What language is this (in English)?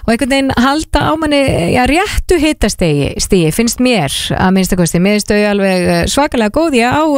Icelandic